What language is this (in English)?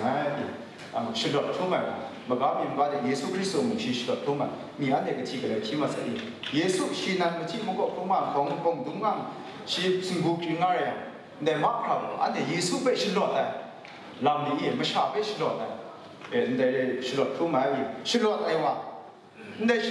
Kachin